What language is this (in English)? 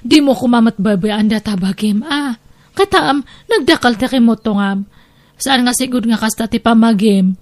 Iloko